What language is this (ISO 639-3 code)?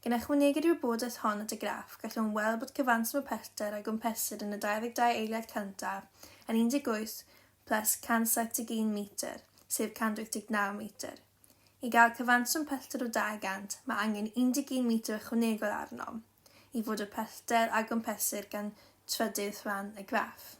cym